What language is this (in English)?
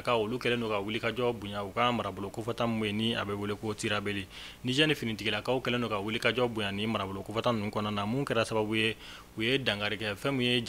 Bambara